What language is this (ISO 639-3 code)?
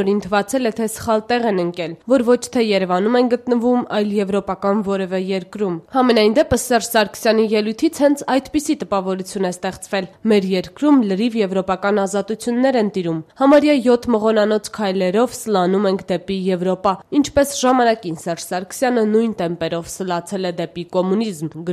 hye